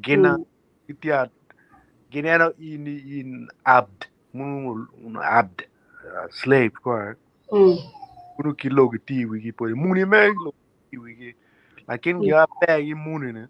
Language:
Acoli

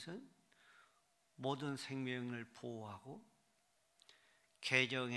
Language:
Korean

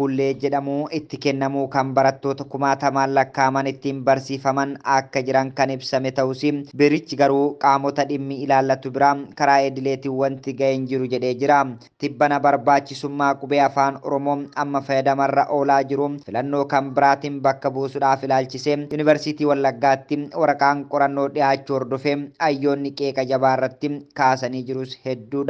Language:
Oromo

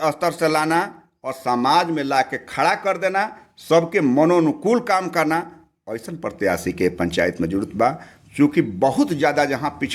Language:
Bhojpuri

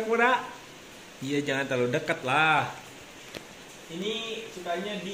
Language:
Indonesian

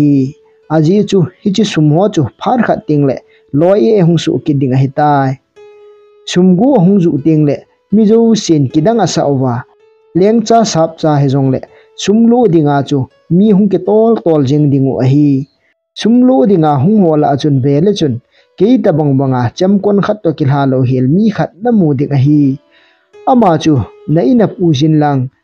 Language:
Thado Chin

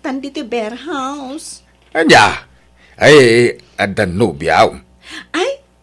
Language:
Iloko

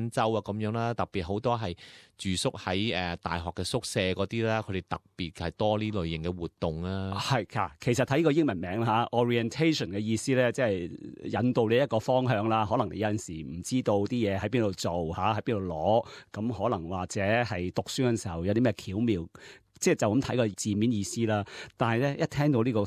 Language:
Cantonese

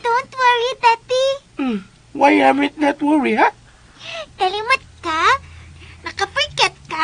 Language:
Cebuano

